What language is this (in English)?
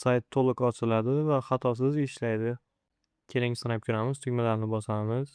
Uzbek